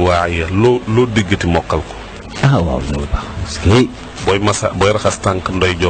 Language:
Wolof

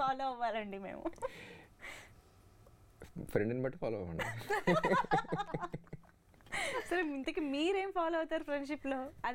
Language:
Telugu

